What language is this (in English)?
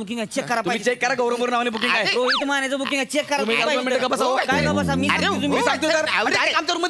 Marathi